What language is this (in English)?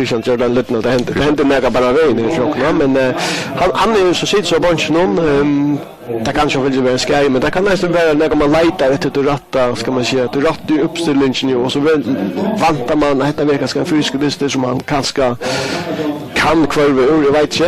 Faroese